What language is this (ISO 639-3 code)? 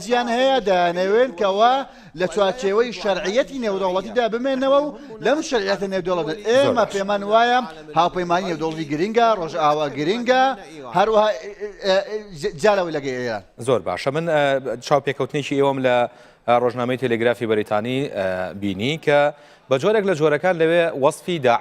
ckb